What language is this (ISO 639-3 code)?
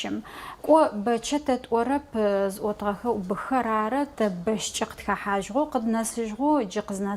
ady